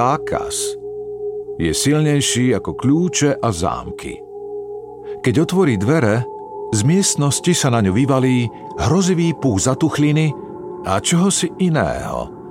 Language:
Slovak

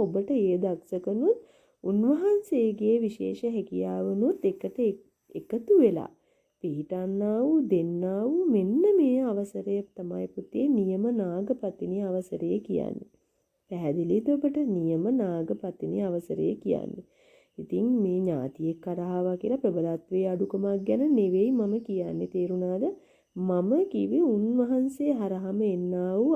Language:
Sinhala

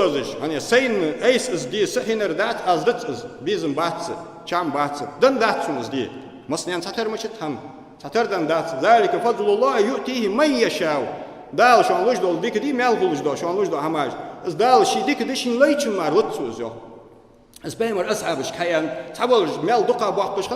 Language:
Ingush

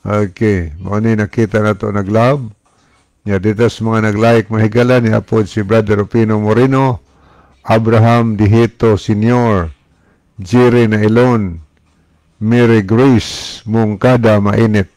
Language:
Cebuano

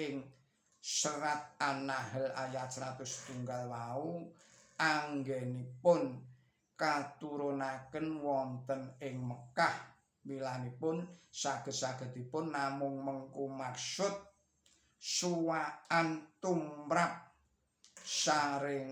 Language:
Javanese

